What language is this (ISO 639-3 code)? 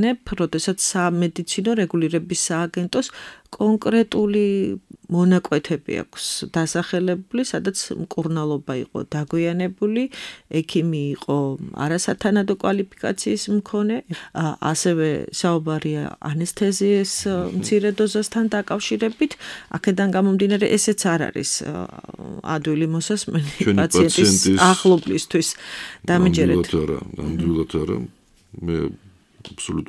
kat